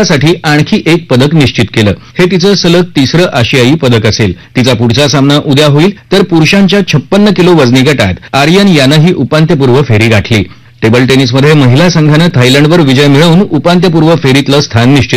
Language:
Marathi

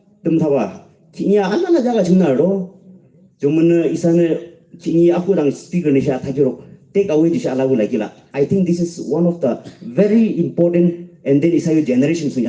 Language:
Yimchungru Naga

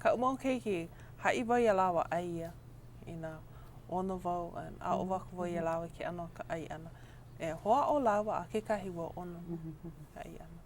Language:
Hawaiian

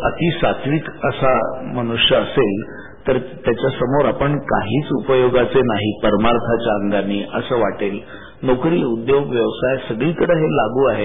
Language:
Marathi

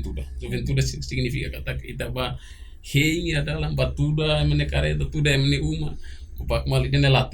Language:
Tetum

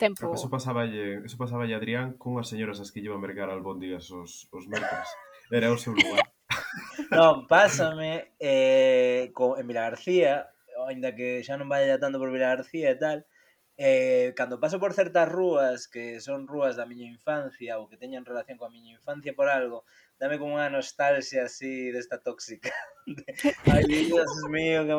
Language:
Galician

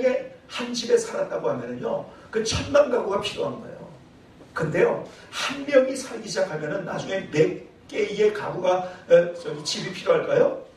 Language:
Korean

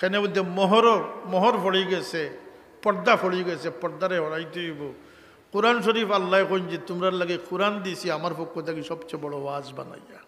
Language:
Sylheti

